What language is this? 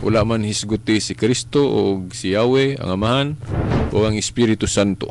Cebuano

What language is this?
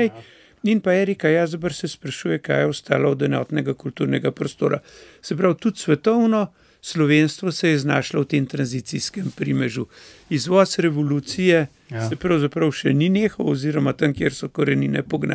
Slovenian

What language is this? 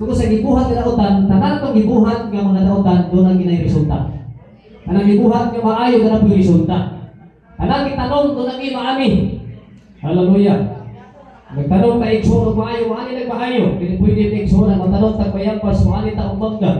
Cebuano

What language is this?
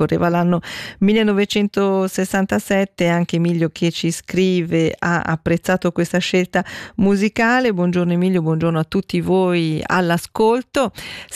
Italian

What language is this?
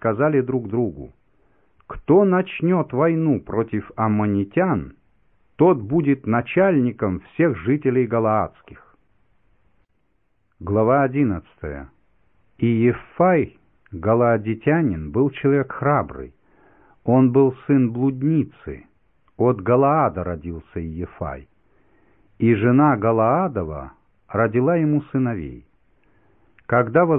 Russian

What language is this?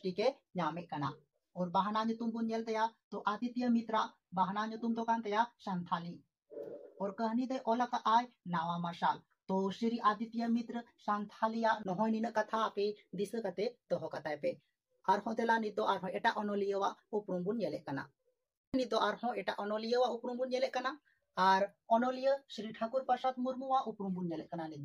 Santali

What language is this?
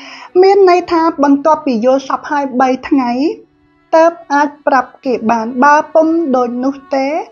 Khmer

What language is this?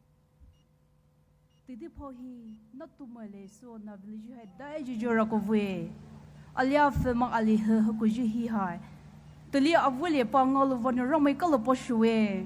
Poumei Naga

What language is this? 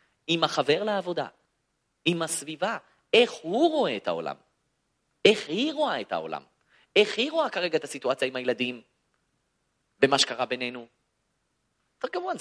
Hebrew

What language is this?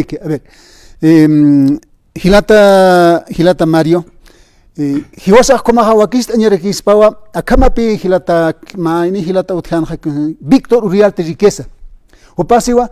Aymara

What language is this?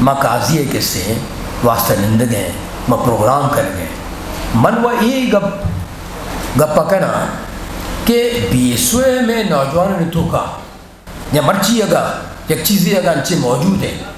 Eastern Balochi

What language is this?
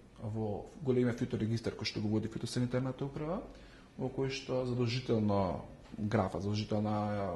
Macedonian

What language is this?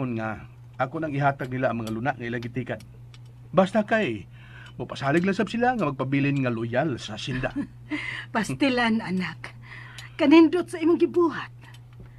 Cebuano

